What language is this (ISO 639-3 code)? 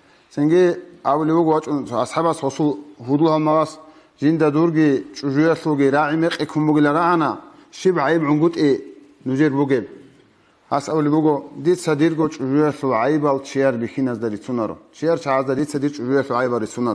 ava